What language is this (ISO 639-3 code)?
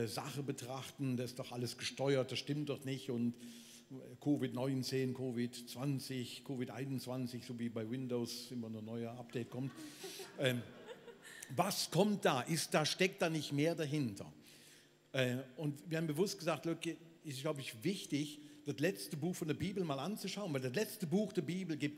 gsw